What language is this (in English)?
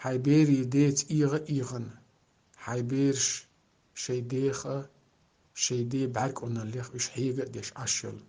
Chechen